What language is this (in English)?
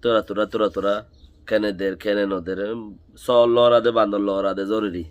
Rohingya